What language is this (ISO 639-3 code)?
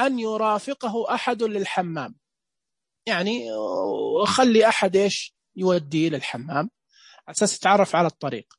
ars